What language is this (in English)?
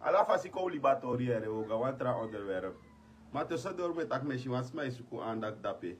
Sranan Tongo